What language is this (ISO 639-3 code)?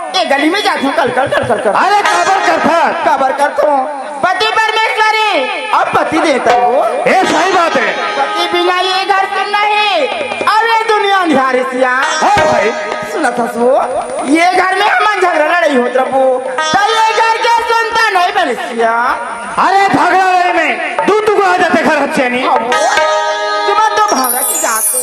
hne